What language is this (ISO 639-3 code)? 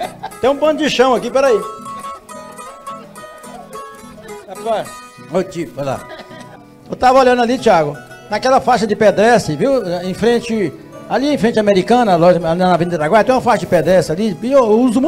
por